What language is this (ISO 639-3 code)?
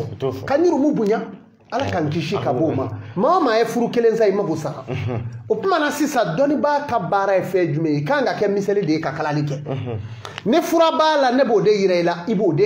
bam